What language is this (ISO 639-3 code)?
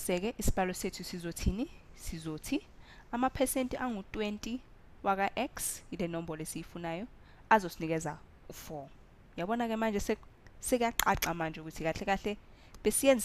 zul